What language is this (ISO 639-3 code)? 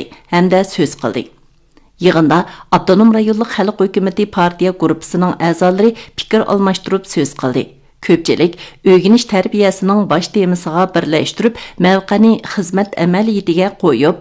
uig